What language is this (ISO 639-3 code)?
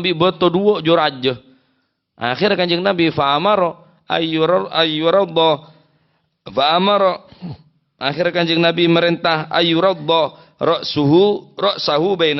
mad